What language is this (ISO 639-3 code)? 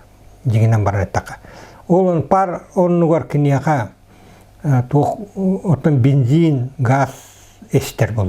sah